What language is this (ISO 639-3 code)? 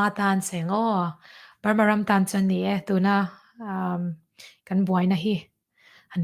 cnh